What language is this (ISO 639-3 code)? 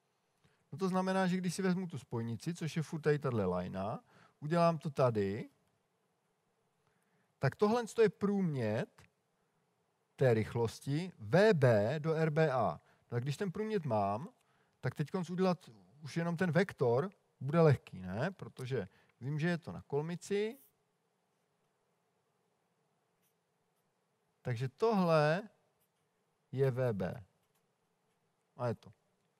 ces